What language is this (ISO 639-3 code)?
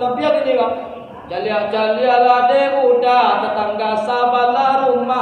min